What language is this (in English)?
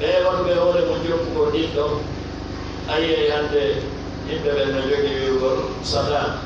Fula